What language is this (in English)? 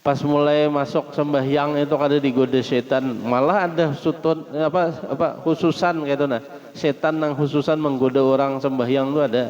Banjar